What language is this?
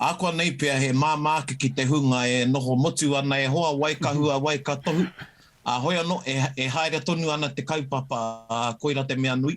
Māori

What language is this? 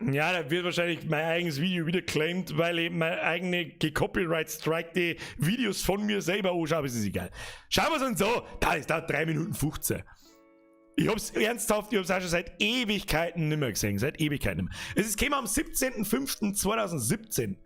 Bavarian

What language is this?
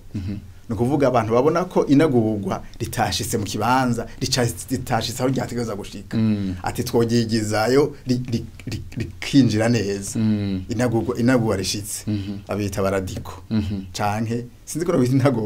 Rundi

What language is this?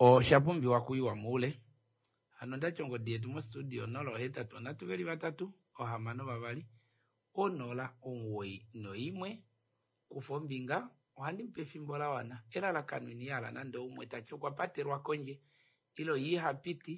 Kuanyama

